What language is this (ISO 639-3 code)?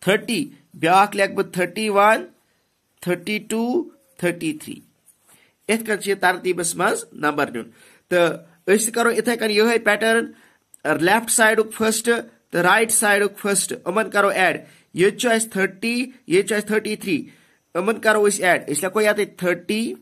kas